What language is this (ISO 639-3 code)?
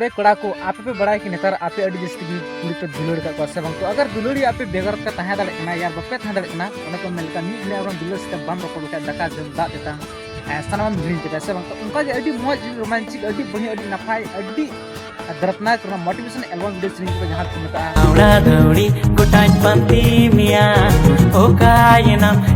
sat